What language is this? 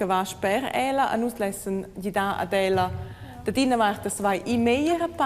Romansh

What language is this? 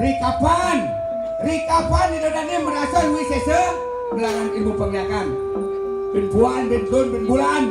Balinese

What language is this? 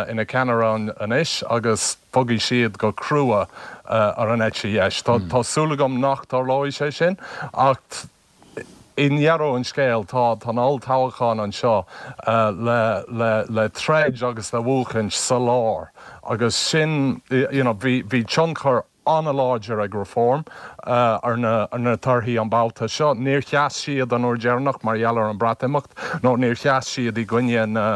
Irish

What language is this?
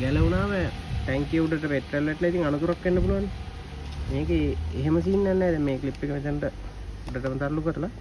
Sinhala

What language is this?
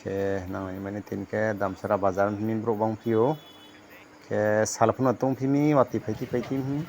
Riang (India)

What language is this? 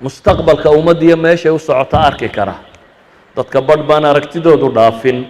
Somali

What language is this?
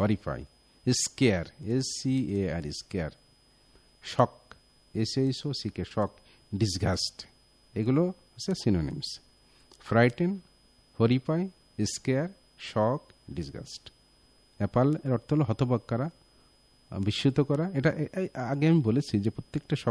Bangla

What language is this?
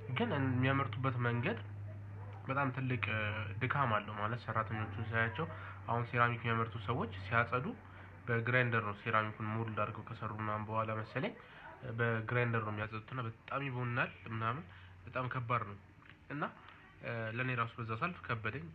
Amharic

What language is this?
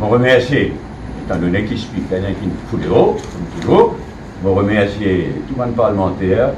Morisyen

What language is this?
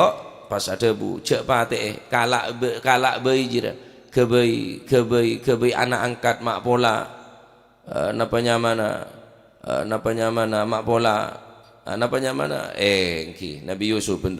Madurese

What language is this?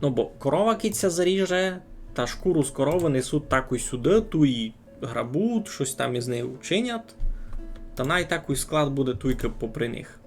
Rusyn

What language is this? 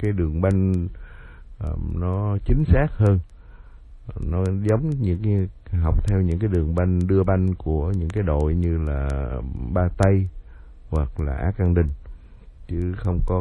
Vietnamese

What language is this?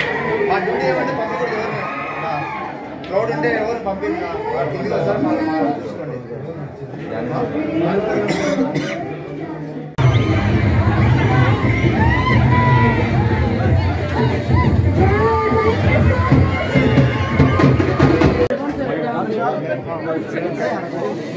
Telugu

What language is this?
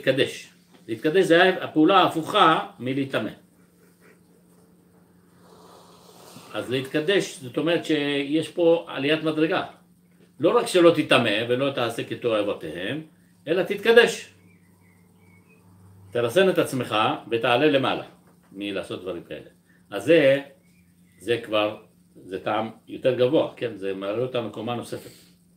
Hebrew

